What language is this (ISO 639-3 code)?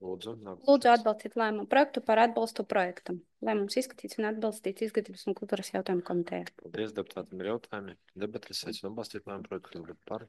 lav